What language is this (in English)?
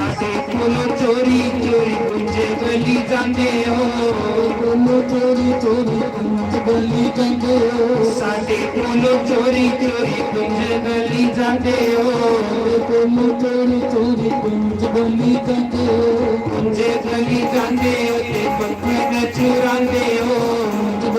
Dogri